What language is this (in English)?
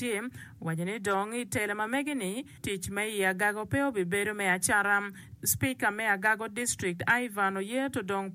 Acoli